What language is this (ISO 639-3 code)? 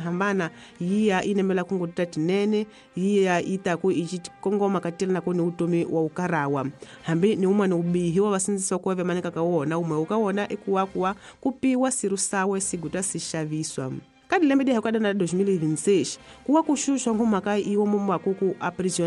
tso